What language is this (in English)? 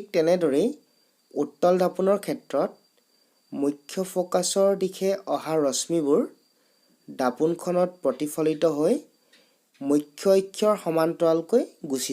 Assamese